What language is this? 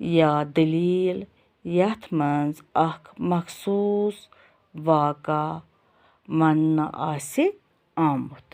Kashmiri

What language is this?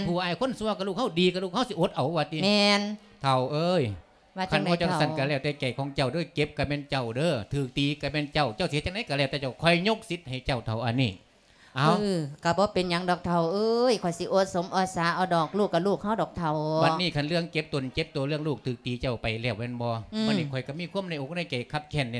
Lao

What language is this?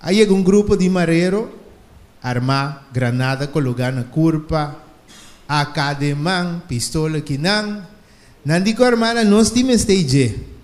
Papiamento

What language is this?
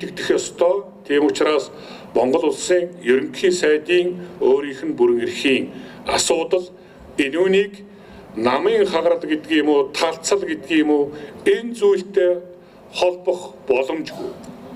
Mongolian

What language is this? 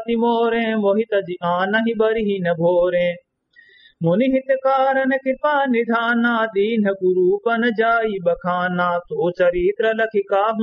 Awadhi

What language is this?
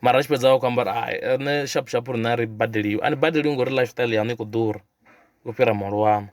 Venda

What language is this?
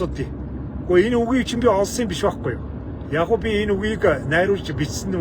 Mongolian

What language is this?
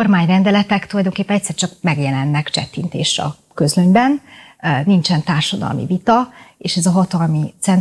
Hungarian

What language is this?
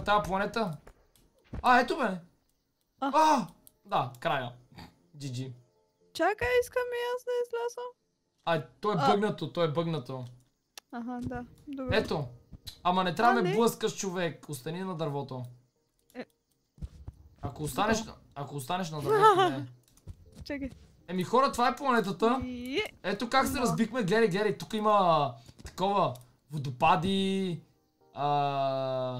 Bulgarian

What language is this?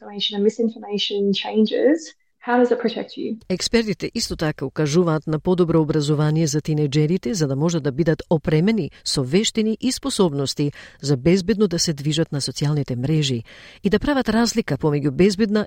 Macedonian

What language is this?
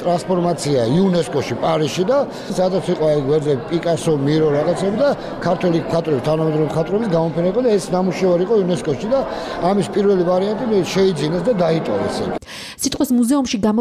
Georgian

